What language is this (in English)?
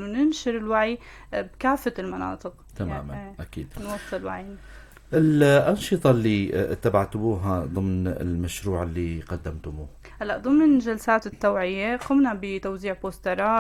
North Levantine Arabic